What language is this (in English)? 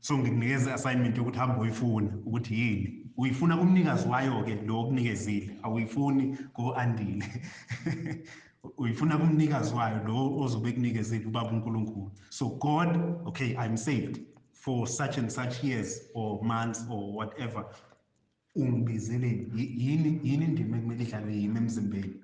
Zulu